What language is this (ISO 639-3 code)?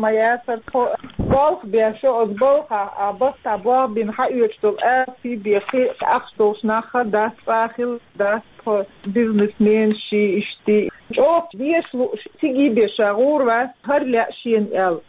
che